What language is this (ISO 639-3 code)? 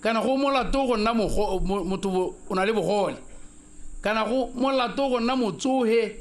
tsn